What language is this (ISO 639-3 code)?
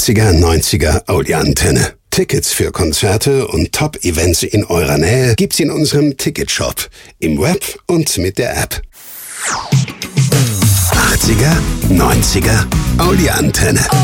deu